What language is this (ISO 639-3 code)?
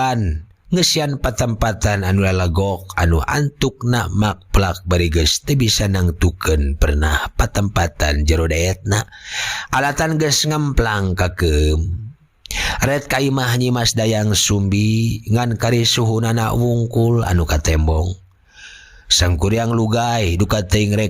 sun